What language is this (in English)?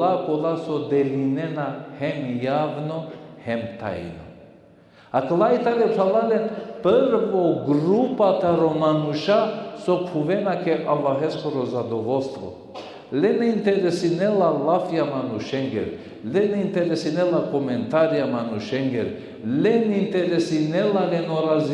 Balkan Romani